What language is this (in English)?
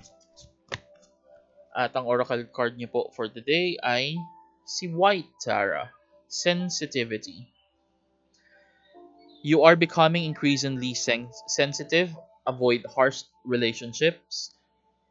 Filipino